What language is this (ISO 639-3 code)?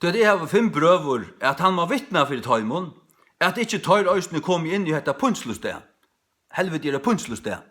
fao